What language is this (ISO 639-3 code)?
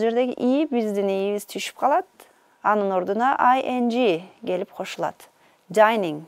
kir